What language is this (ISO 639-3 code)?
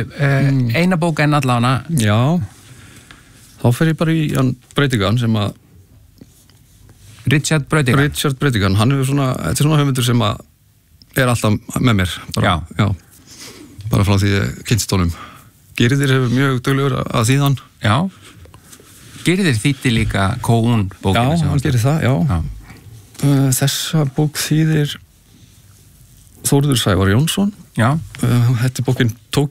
isl